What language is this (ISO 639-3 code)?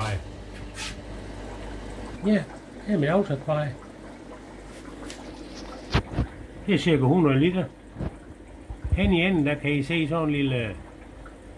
dan